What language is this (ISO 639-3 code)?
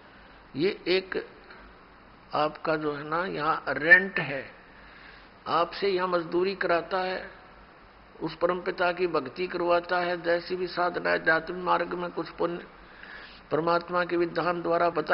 hin